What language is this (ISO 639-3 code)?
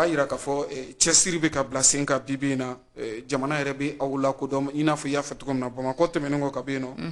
bam